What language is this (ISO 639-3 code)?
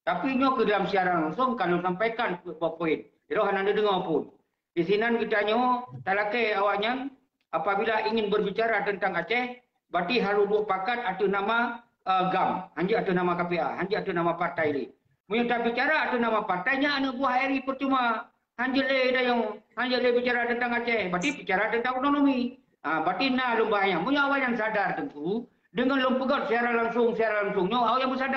ace